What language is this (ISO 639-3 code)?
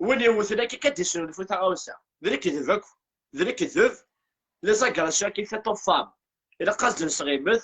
kab